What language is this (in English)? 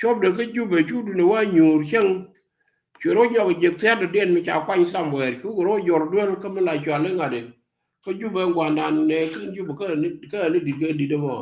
Nuer